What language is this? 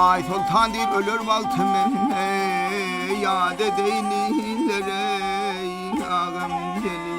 Turkmen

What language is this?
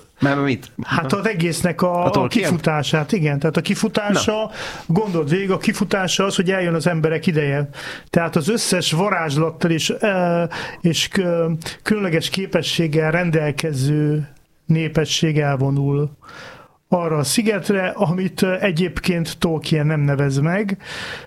Hungarian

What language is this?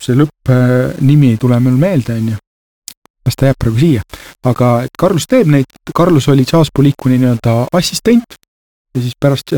Estonian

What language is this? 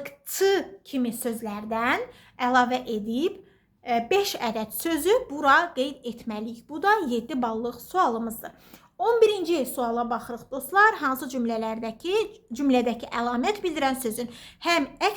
Azerbaijani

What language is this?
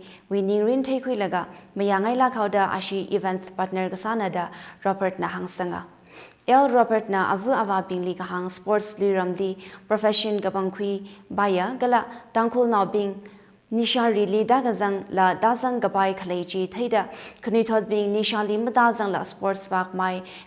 Tangkhul Naga (India)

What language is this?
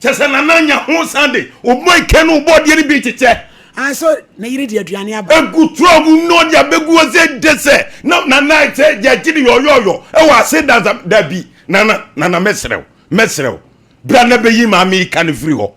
Akan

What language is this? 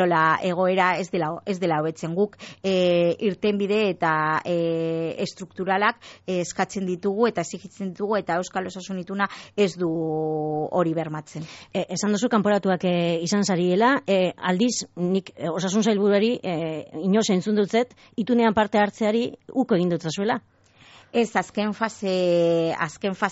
Basque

